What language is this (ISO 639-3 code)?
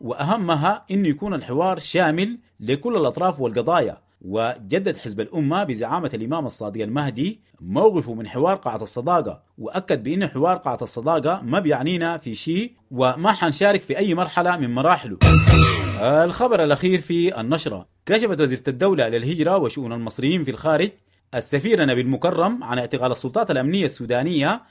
apd